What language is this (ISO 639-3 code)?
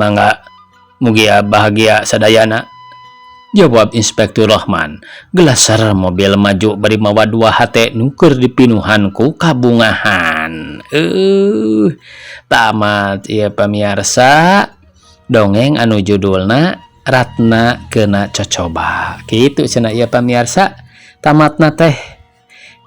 sun